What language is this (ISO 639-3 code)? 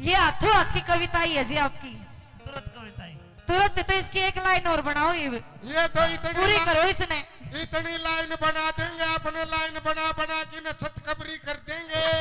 bgc